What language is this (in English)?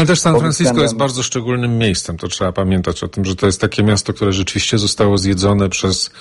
Polish